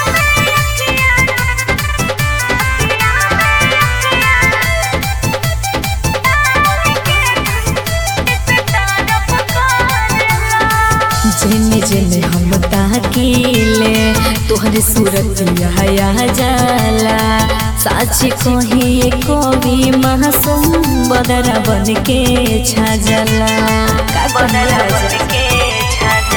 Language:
Bhojpuri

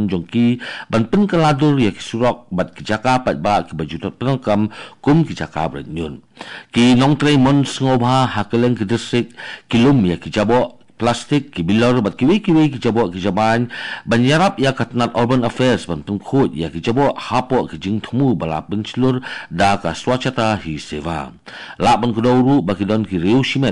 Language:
Khasi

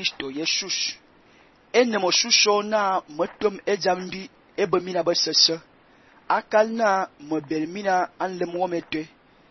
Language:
Fang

